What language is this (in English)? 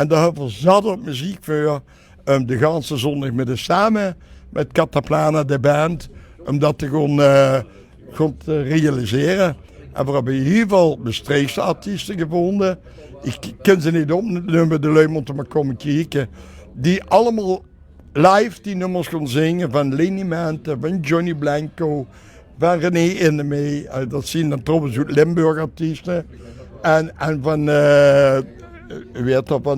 Limburgish